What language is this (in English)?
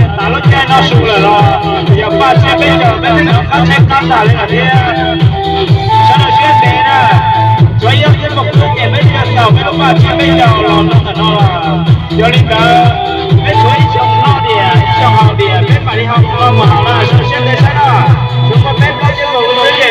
Hmong